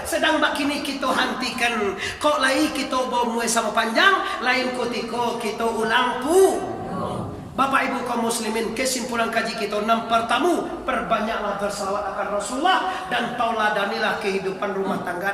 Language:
Minangkabau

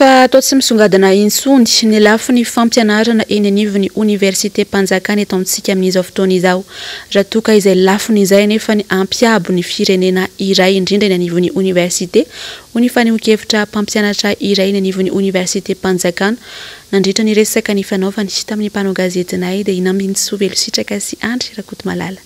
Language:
Malagasy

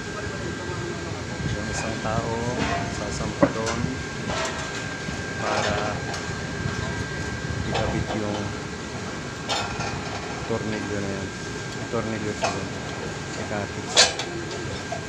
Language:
Filipino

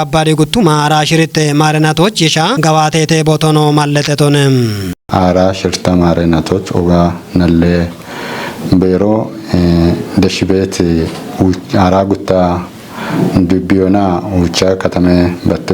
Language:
Kafa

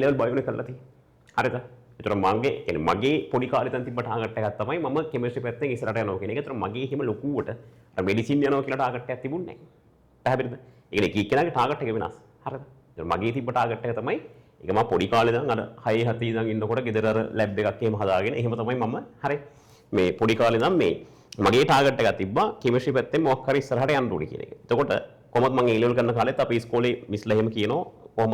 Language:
Sinhala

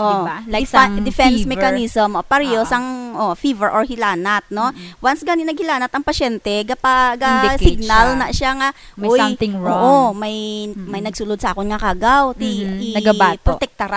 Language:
Hiligaynon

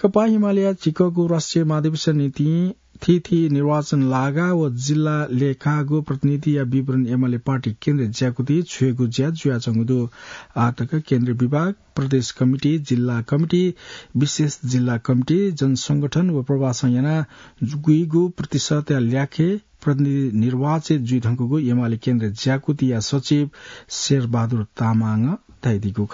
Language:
Newari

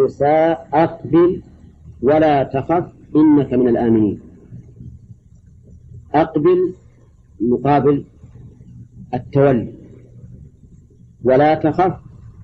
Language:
Arabic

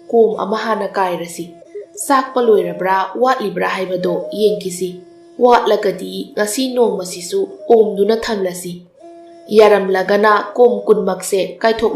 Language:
Manipuri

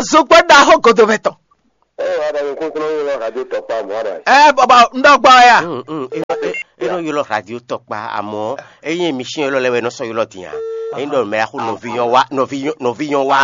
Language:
Fon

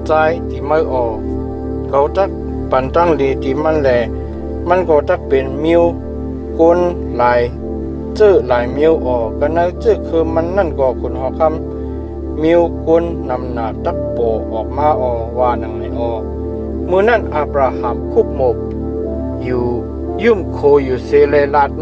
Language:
Shan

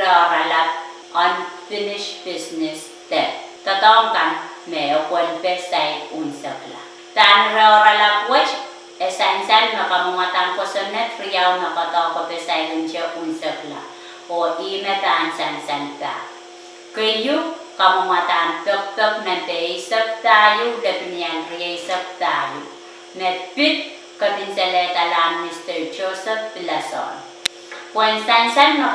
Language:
Pohnpeian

